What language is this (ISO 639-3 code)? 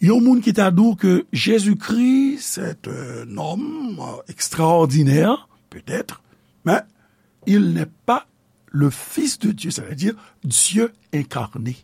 hat